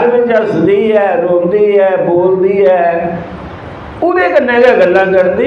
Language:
Dogri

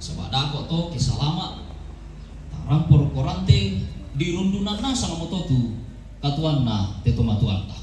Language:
Toraja-Sa'dan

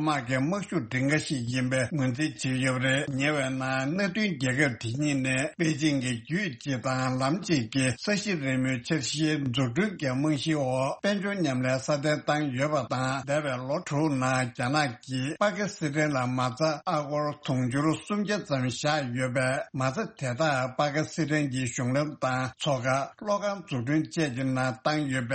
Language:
Tibetan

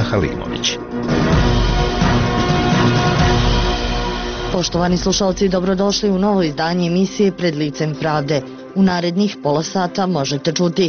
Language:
Bosnian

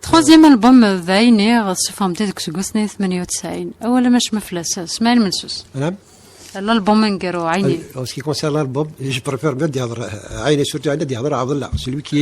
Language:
Kabyle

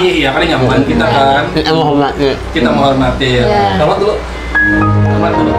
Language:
Banjar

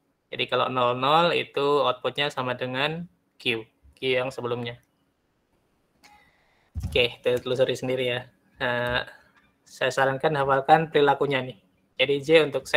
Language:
Indonesian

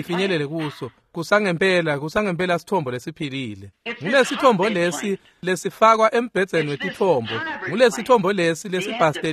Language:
Swati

